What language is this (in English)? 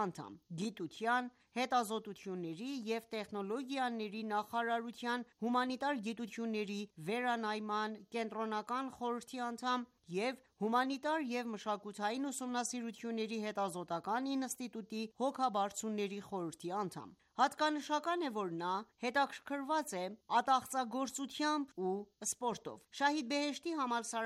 Armenian